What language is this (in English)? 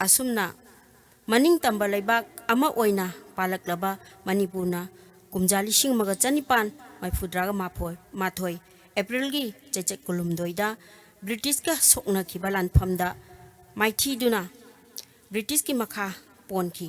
Manipuri